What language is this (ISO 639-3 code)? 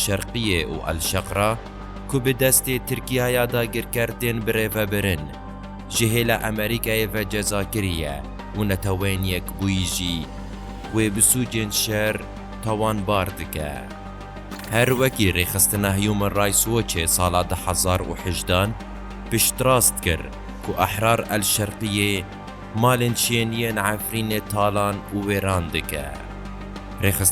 kur